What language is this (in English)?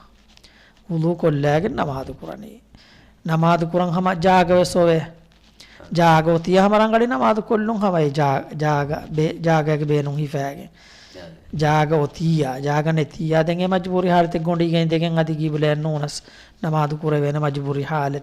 Divehi